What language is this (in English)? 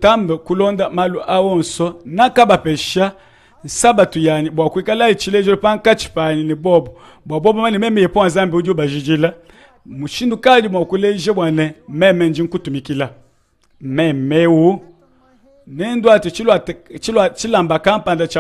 Luba-Lulua